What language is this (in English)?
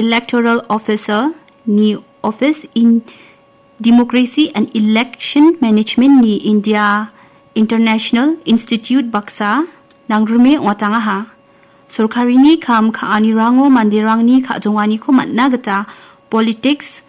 Garo